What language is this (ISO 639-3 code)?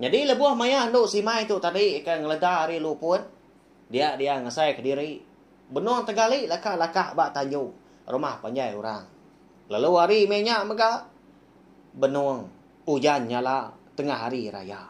iba